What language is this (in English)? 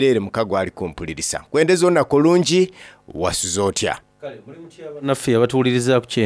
Soga